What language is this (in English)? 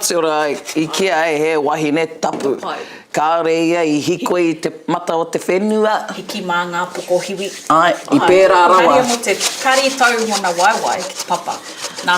Māori